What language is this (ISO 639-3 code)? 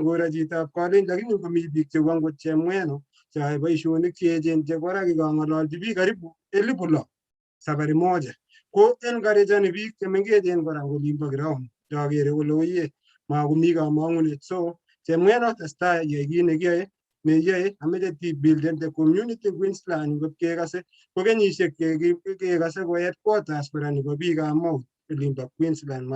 kln